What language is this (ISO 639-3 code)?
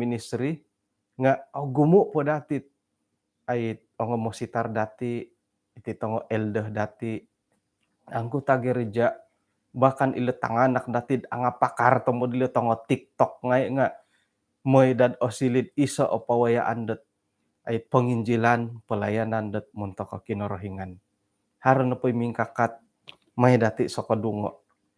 dtp